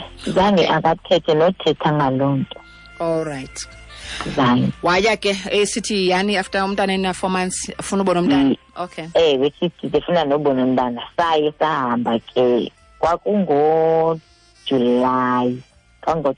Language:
Xhosa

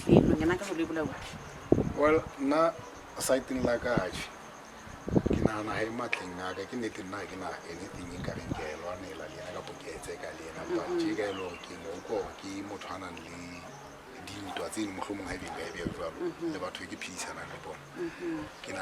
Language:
Southern Sotho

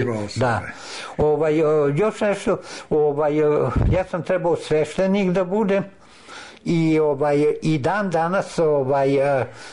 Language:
Serbian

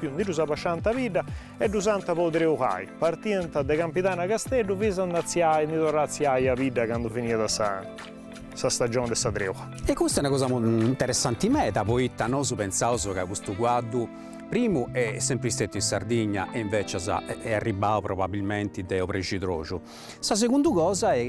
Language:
Sardinian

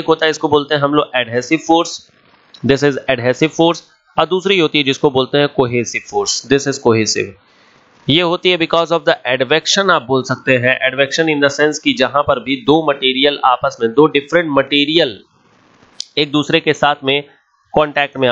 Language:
Hindi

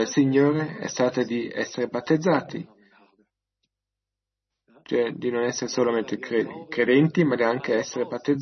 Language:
Italian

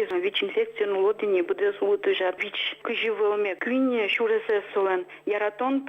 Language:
Udmurt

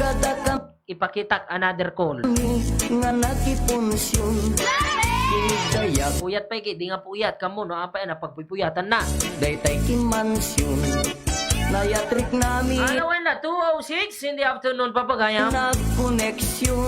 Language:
Iloko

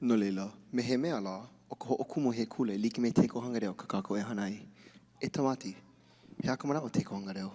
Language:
Hawaiian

